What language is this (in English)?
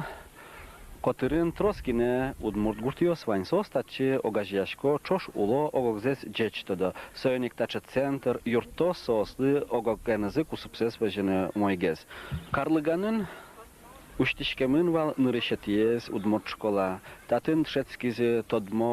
Udmurt